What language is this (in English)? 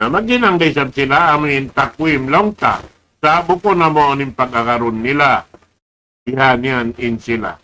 Tausug